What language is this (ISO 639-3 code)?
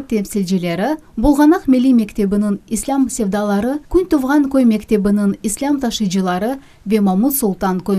crh